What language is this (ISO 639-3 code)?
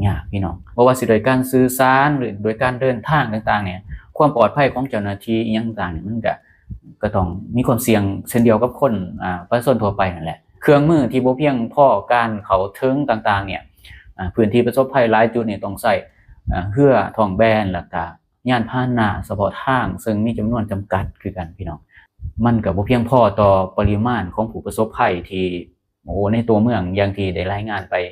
lao